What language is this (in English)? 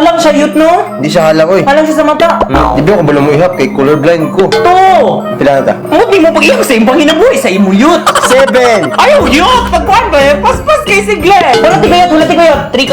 Cebuano